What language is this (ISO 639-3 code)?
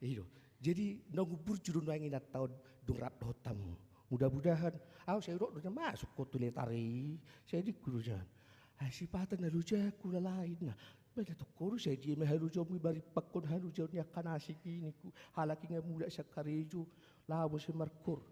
bbc